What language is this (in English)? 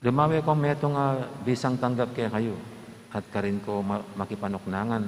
Pampanga